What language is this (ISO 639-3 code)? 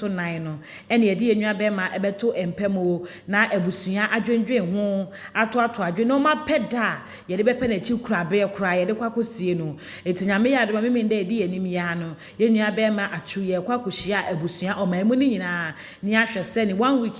aka